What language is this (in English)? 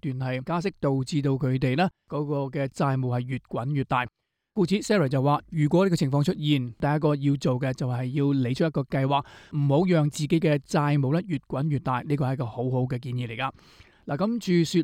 Cantonese